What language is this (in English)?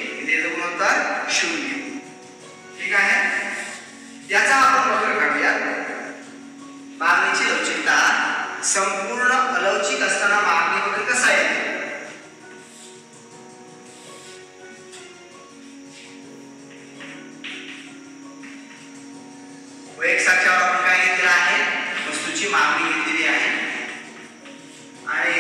Marathi